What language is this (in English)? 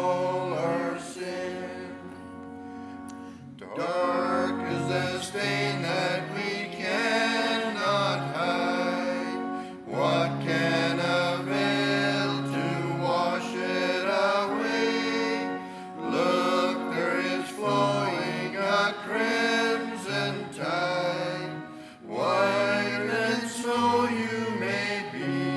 English